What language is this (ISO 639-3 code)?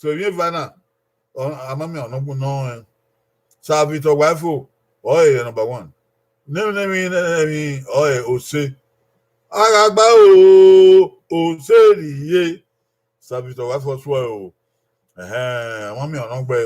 bin